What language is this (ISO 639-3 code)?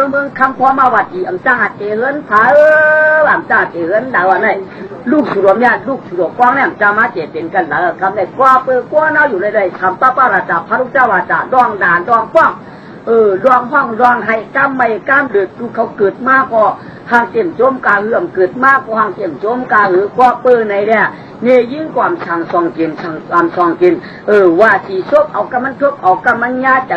shn